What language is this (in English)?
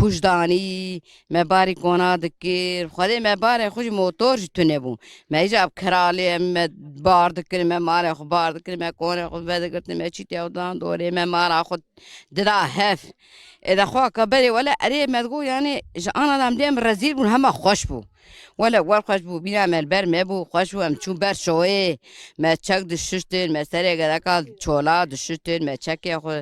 Kurdish